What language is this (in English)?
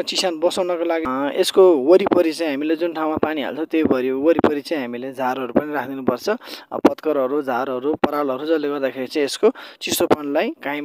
Nepali